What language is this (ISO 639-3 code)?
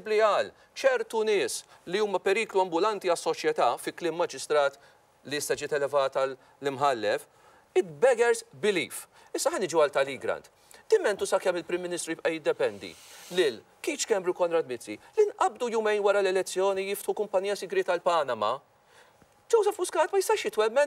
mlt